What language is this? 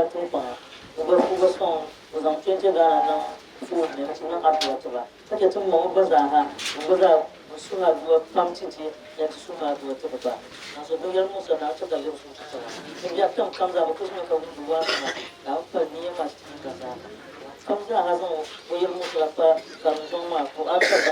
Dagbani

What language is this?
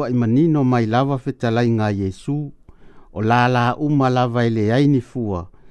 Samoan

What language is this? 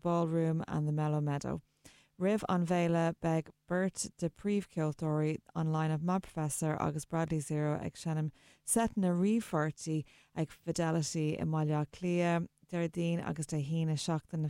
Irish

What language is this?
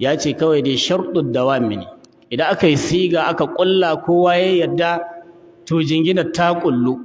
Hausa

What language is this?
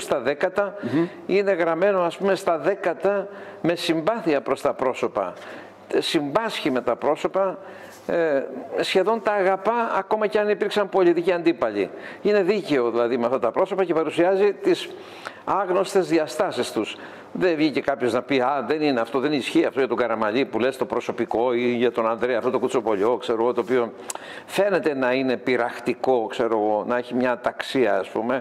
Greek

